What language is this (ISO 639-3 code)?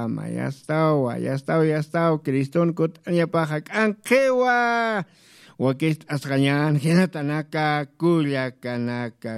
aym